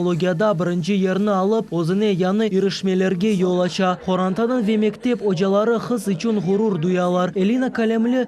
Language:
Crimean Tatar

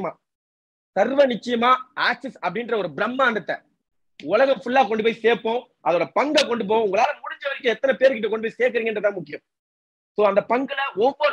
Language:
Tamil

